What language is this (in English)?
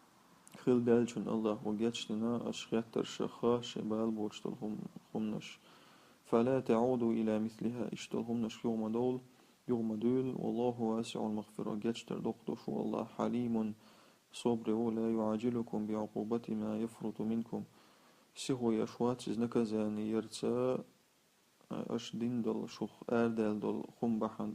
Chechen